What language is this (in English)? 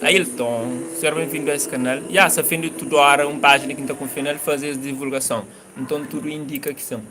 Kabuverdianu